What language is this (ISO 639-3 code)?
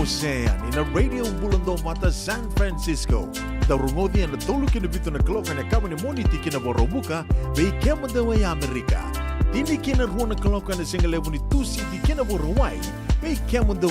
fij